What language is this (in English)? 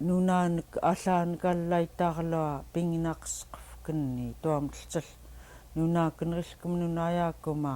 Central Yupik